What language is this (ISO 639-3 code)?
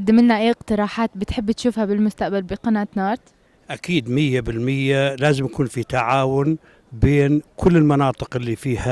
apc